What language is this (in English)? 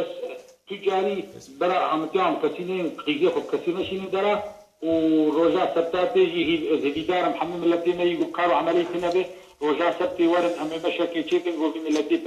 Kurdish